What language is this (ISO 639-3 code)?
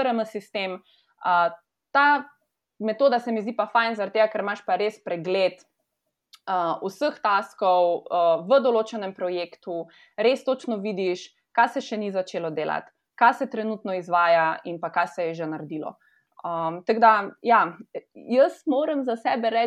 slv